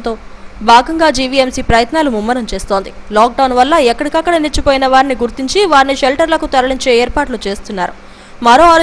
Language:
Telugu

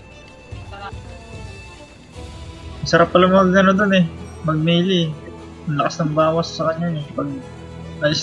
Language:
Filipino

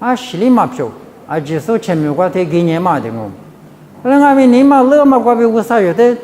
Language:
Lisu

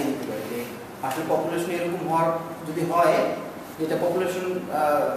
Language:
Bangla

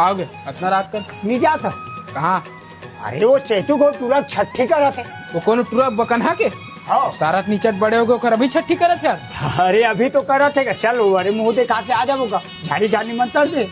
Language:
Chhattisgarhi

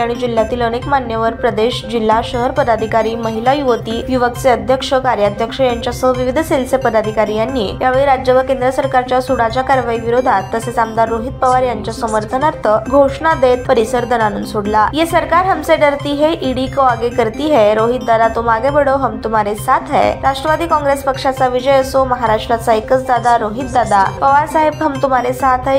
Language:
Marathi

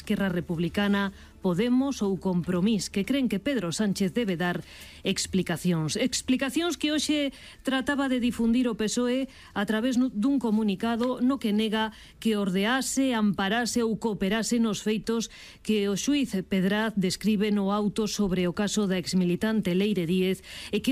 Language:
Galician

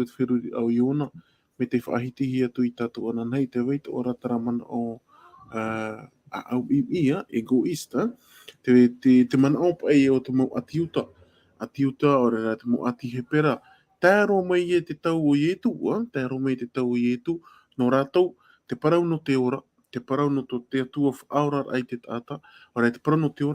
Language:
Tahitian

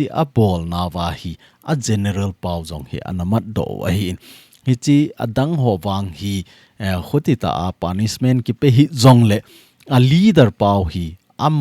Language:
Thado Chin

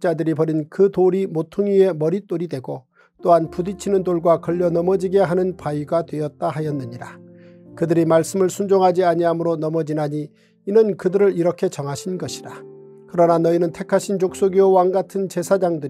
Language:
Korean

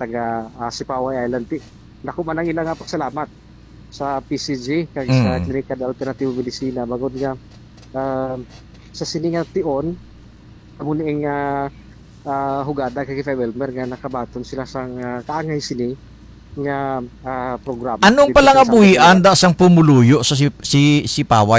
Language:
Hiligaynon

